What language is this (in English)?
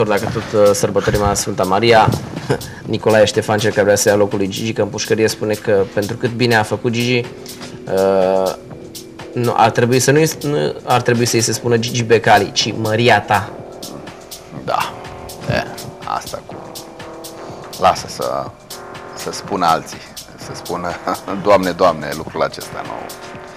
Romanian